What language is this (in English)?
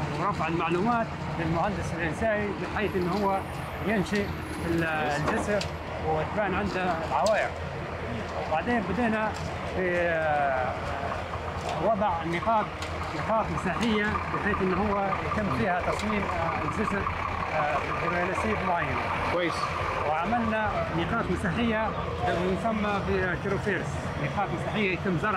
Libyan Arabic